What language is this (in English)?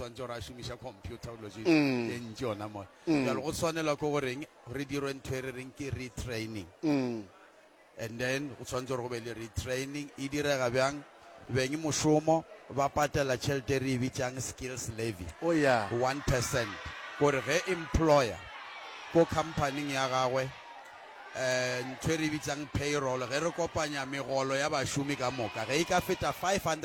Northern Sotho